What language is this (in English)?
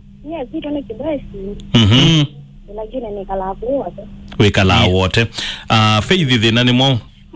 Kamba